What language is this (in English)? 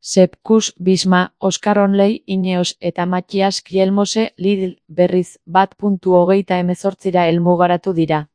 Basque